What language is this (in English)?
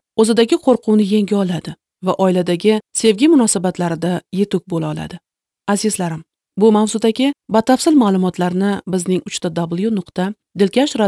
Uzbek